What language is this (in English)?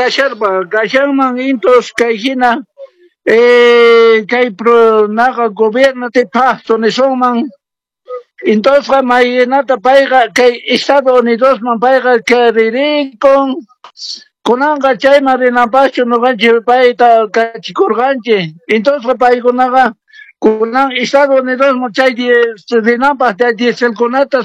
Quechua